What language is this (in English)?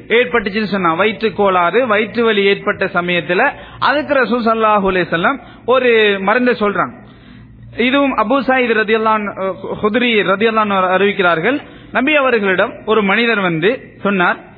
Tamil